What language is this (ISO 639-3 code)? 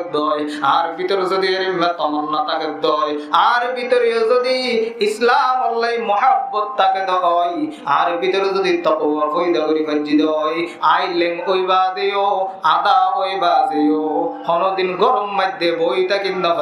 rhg